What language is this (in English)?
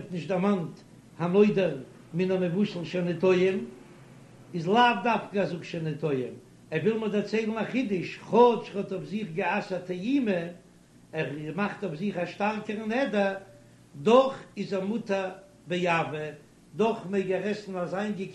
Yiddish